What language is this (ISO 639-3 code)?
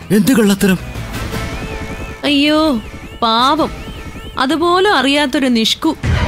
mal